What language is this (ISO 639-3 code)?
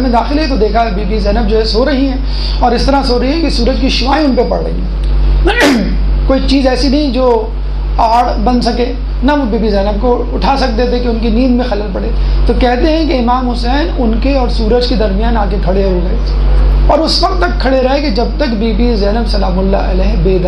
urd